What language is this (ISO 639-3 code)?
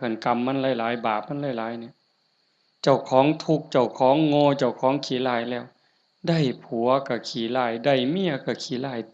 lao